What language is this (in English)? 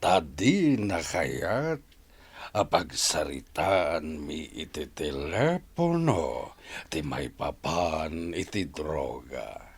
Iloko